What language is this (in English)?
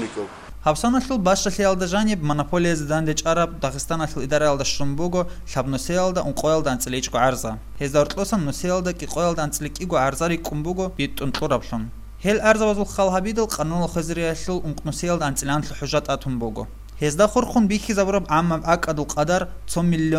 Avaric